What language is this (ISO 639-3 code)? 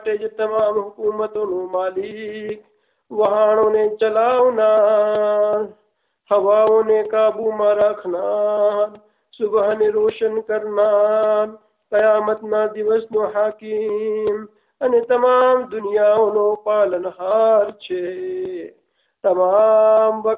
guj